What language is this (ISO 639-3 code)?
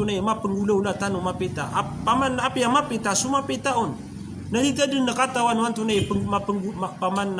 mrw